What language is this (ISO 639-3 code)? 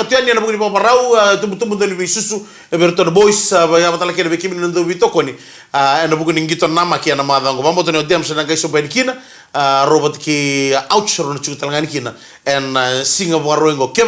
fij